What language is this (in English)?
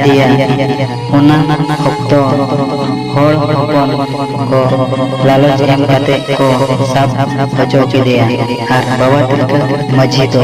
Santali